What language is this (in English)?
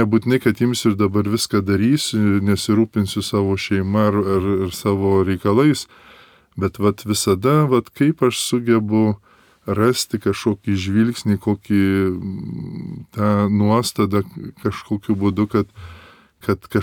Lithuanian